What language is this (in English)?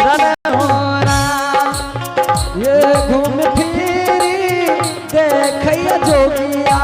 Angika